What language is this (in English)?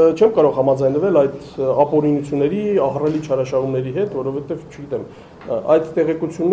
Armenian